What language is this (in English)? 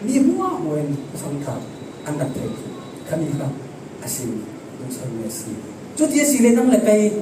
Falam Chin